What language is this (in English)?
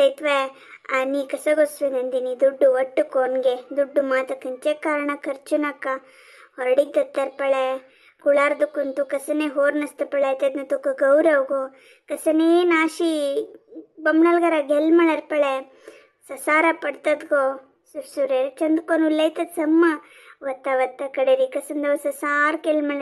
Konkani